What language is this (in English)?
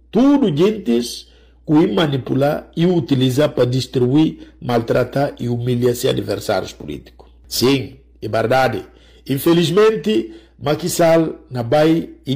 Upper Guinea Crioulo